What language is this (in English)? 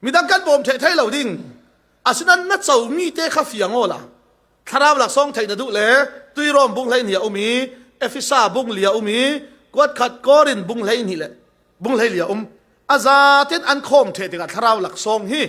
Falam Chin